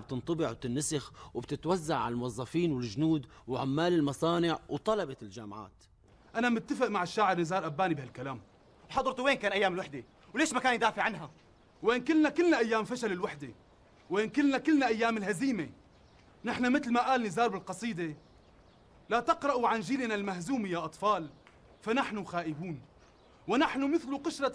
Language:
North Levantine Arabic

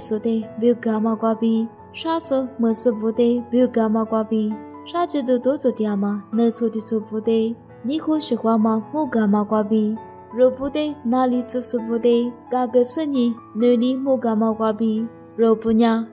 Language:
Lisu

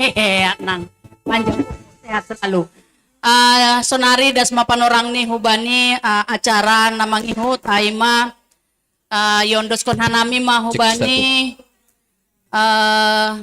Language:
Batak Simalungun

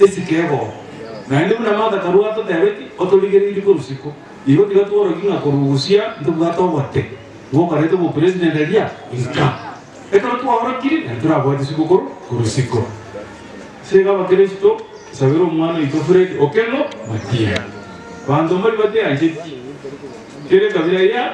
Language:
Gusii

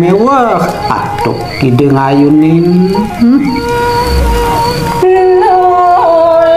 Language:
Balinese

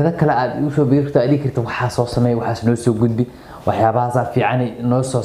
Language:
Somali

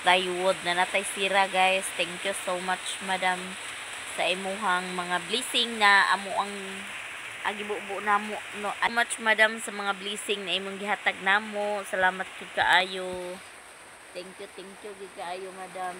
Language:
Cebuano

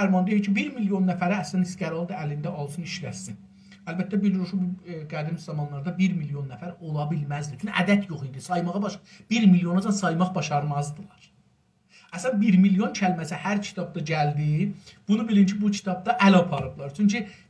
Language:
South Azerbaijani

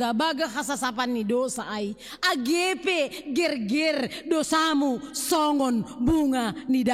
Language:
Batak Simalungun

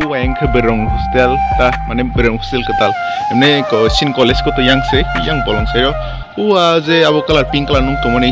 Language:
Kok Borok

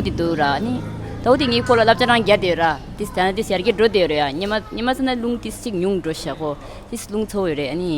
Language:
Tibetan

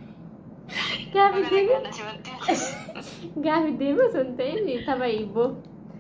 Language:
Oromo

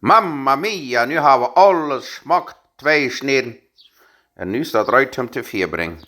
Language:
Plautdietsch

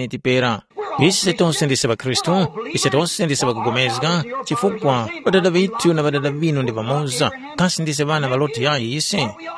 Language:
Tumbuka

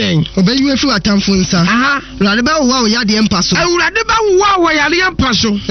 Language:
Akan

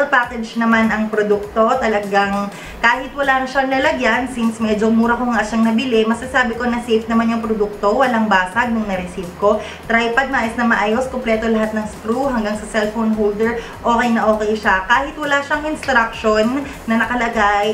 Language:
Filipino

